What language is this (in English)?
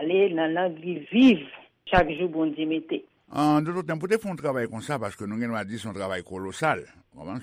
Haitian Creole